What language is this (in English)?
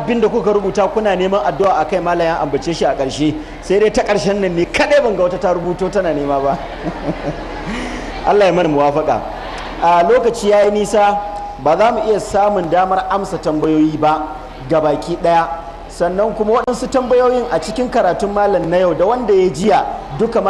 Hausa